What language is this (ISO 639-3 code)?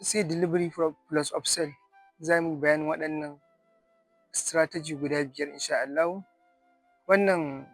hau